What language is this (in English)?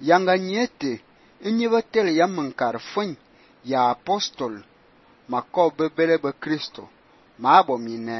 Fang